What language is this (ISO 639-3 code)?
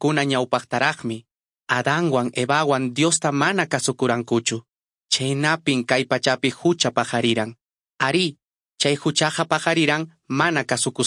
que